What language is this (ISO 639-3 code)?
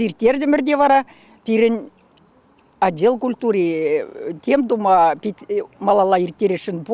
chv